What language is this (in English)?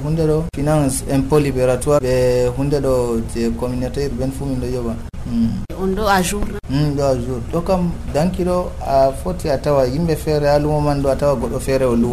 Nigerian Fulfulde